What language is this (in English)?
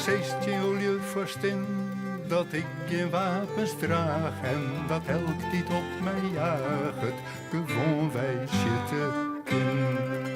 Western Frisian